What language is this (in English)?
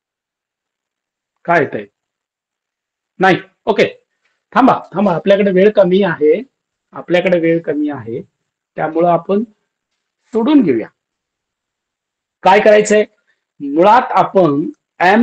Marathi